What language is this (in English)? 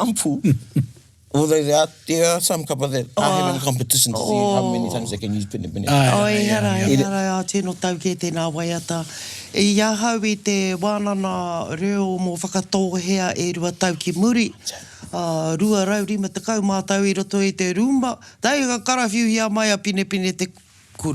Māori